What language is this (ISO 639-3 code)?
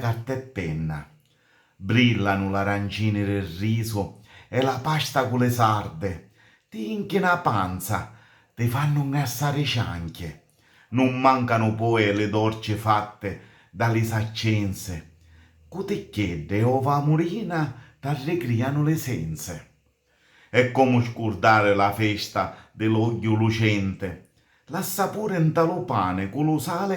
scn